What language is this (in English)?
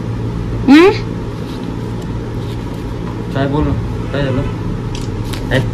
Marathi